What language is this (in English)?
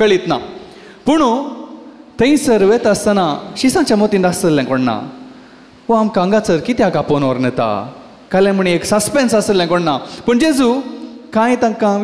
Konkani